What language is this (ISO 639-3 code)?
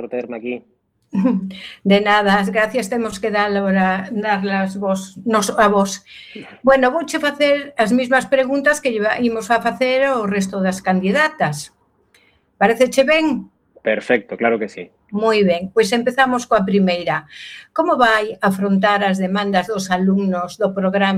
glg